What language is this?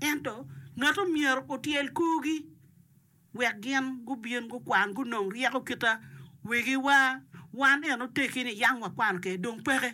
Acoli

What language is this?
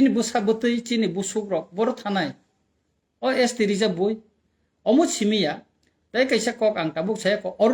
Kok Borok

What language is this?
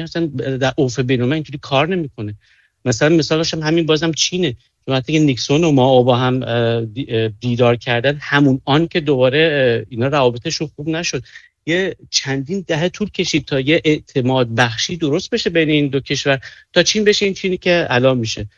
Persian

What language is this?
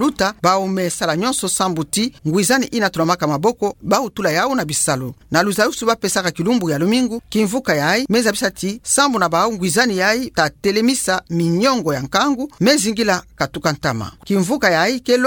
Kituba (Democratic Republic of Congo)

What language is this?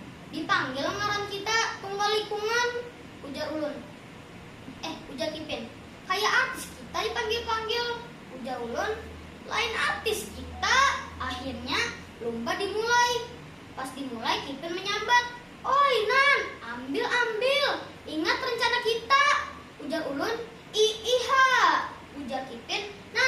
Banjar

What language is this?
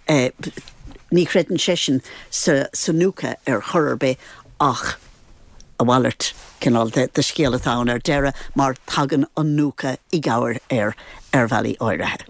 Irish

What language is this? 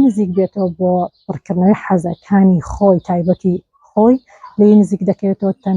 Central Kurdish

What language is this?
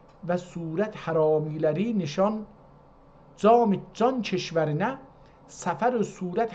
South Azerbaijani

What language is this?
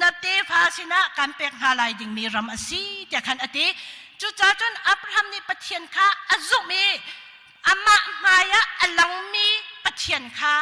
Hakha Chin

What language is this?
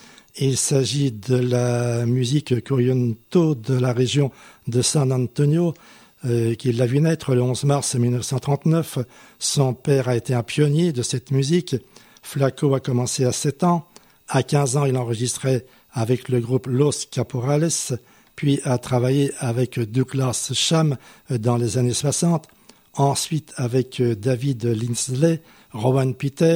French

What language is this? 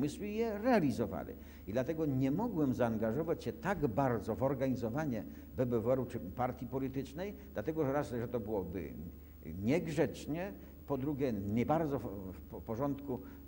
Polish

